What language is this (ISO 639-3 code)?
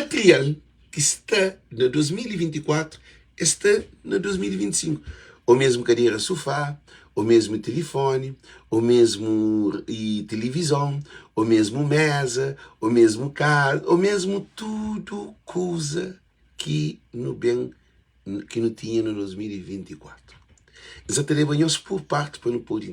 kea